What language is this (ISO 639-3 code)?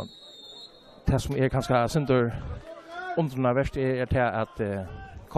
fao